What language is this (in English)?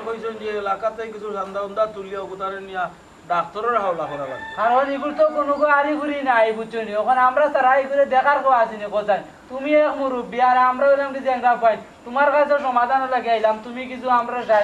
Sylheti